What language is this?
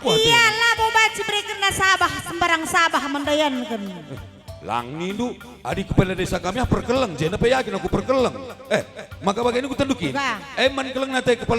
Batak Karo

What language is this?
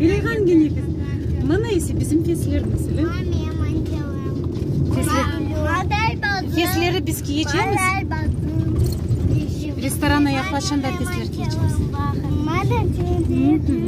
Crimean Tatar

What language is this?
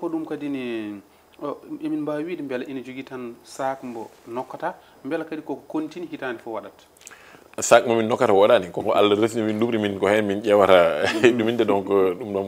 Fula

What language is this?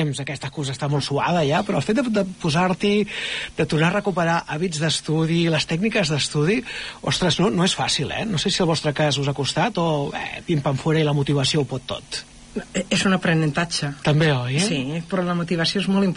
Catalan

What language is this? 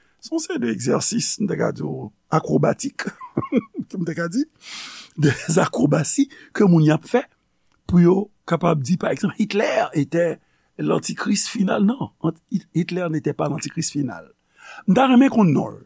Haitian Creole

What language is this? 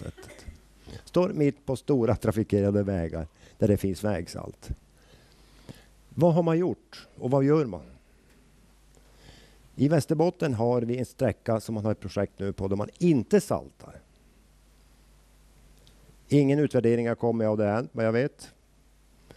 Swedish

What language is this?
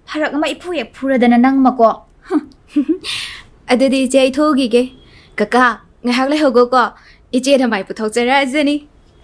Manipuri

